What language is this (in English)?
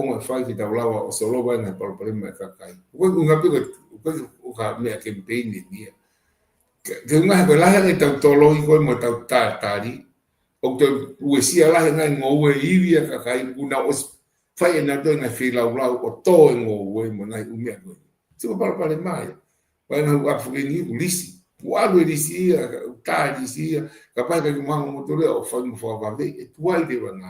Tongan